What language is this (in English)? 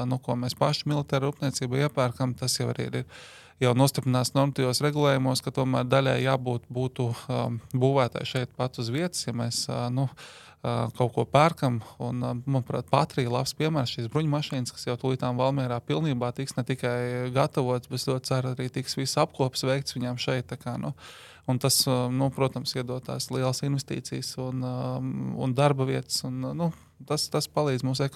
Latvian